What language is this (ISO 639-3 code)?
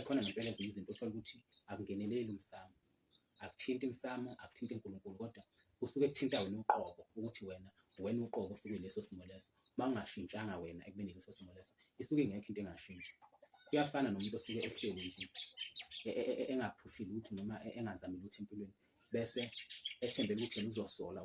zul